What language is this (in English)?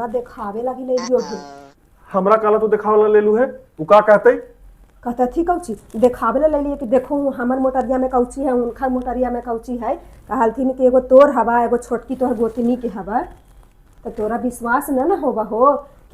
Magahi